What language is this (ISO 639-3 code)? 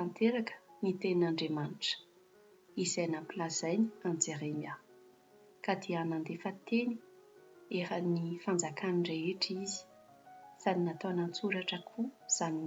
mlg